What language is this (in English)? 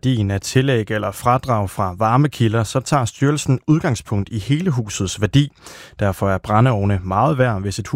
Danish